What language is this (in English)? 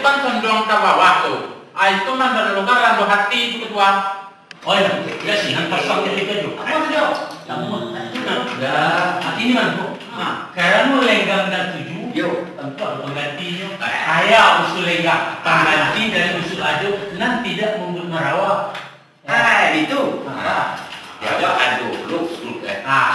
Minangkabau